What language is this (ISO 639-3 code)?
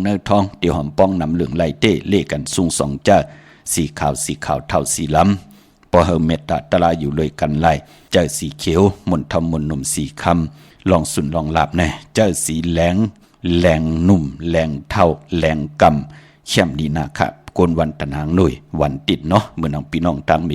shn